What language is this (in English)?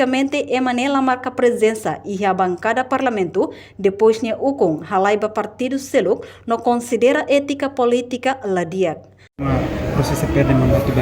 Tetum